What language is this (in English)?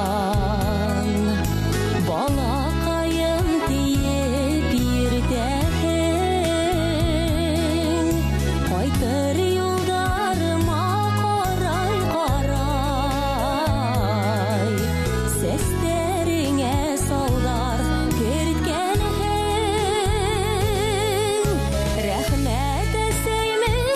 Bashkir